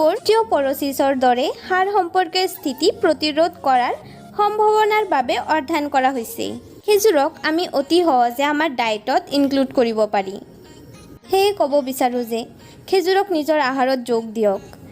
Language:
Assamese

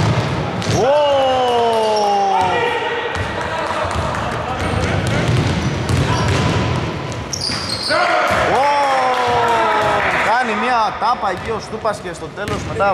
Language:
Greek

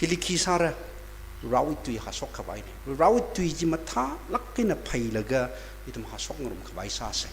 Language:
Tangkhul Naga (India)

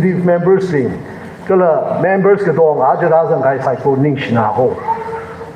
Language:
Tangkhul Naga (India)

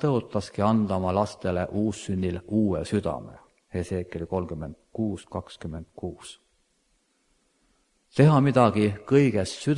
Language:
Estonian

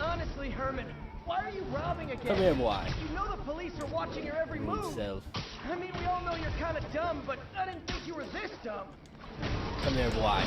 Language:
Jamaican Creole English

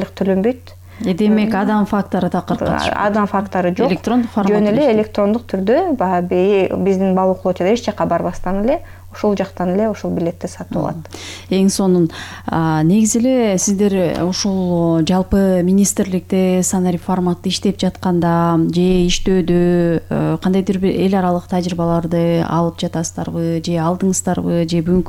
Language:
Kyrgyz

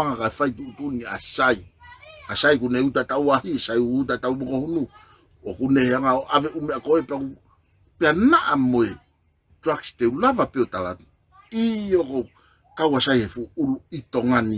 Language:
Tongan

